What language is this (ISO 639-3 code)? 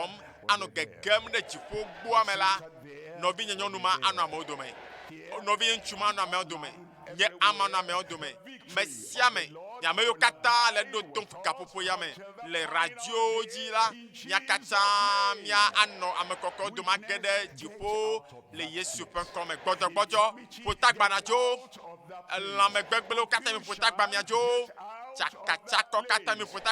ewe